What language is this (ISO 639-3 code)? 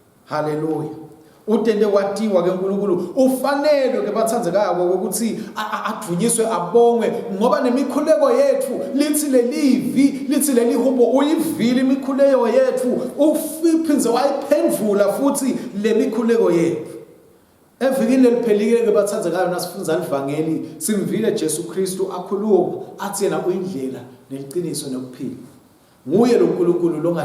ssw